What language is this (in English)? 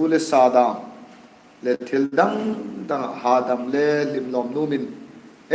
Hmar